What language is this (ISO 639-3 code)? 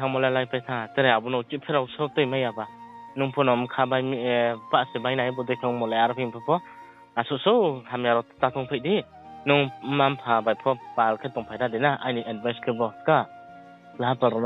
ria